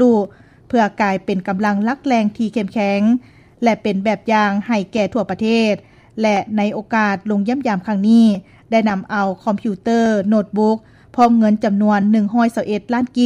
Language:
Lao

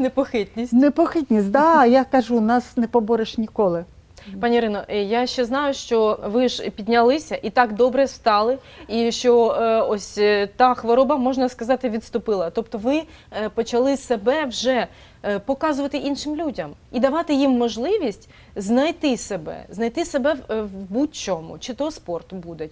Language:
Ukrainian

